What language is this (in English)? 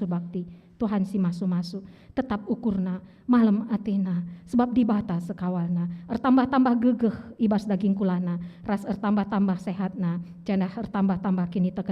Batak Karo